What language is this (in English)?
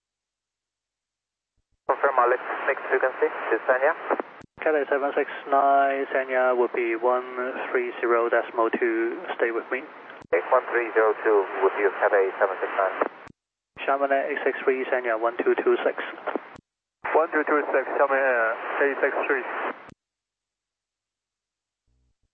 English